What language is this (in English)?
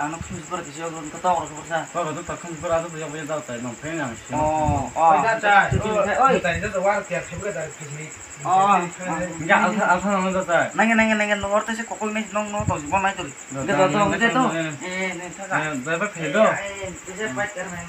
Kok Borok